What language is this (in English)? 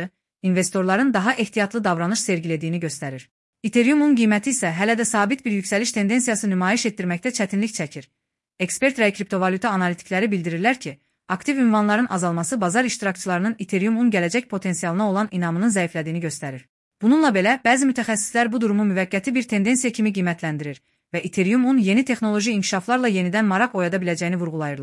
Azerbaijani